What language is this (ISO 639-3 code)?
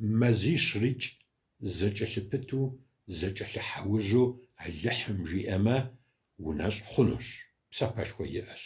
kbd